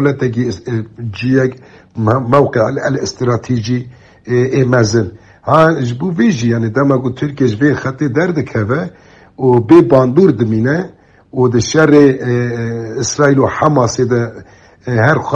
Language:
Kurdish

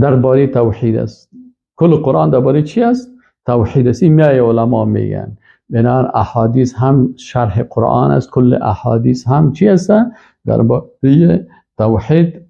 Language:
Persian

